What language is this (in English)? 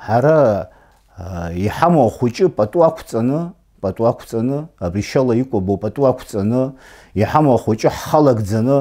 Abkhazian